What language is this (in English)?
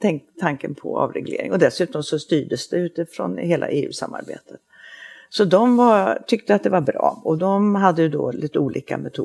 Swedish